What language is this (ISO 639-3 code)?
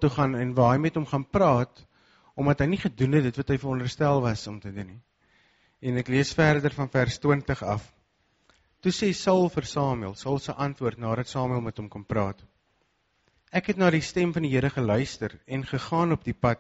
afr